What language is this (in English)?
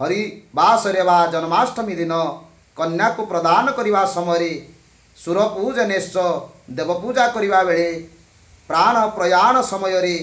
Odia